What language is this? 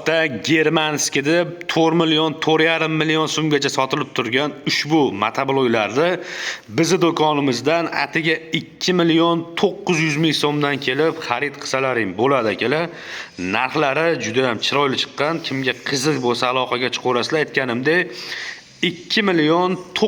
Uzbek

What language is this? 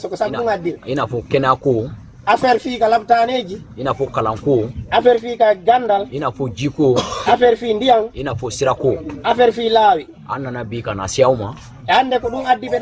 Bambara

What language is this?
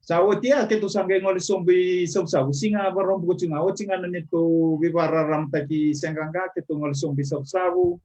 Fijian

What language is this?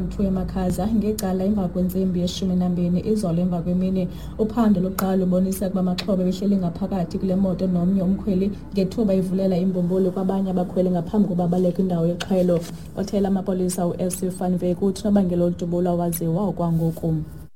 Xhosa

